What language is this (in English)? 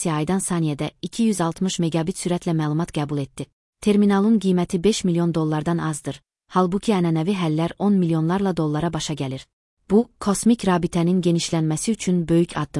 Azerbaijani